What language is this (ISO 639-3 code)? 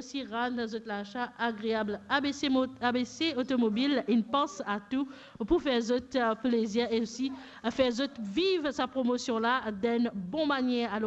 mfe